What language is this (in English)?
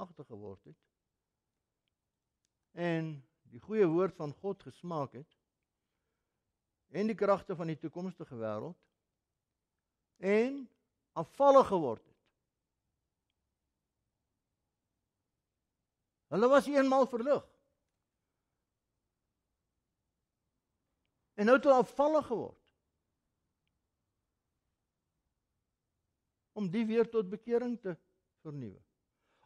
Afrikaans